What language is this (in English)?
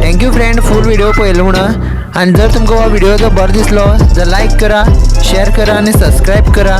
Konkani